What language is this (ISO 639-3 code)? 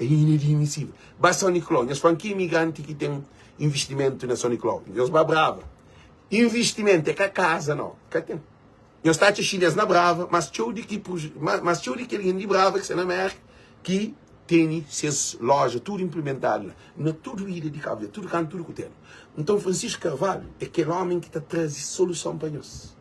kea